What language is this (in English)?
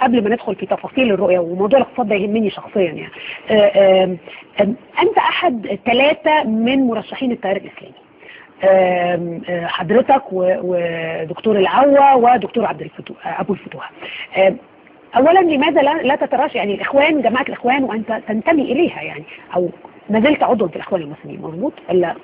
Egyptian Arabic